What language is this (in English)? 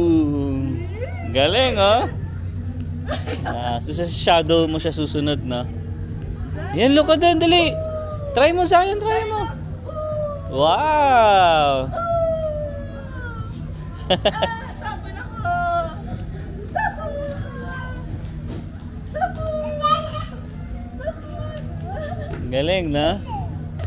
Filipino